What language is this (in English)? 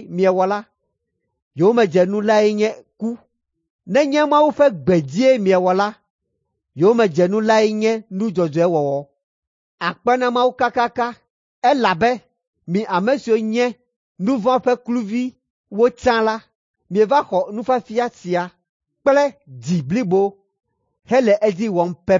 Ewe